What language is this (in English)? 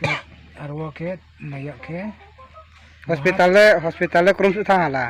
Riang (India)